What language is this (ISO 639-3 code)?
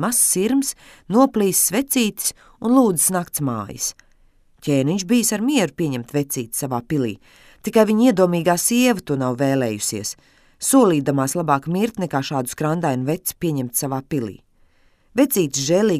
lav